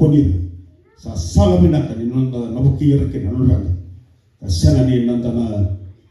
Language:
Fijian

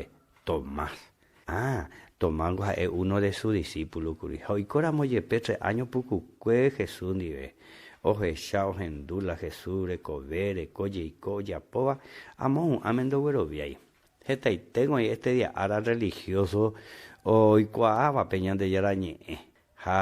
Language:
Guarani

